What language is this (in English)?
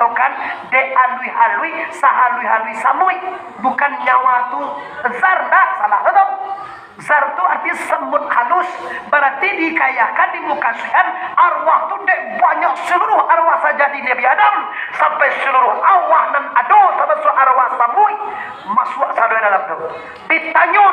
Minangkabau